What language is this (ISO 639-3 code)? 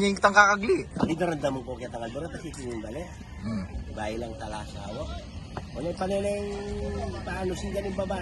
pam